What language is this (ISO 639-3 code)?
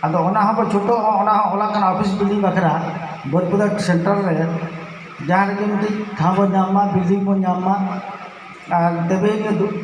sat